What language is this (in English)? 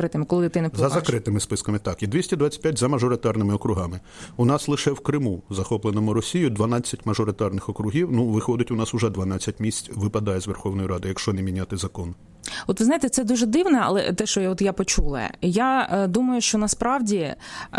Ukrainian